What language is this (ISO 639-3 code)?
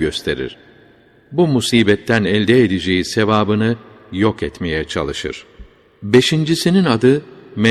tur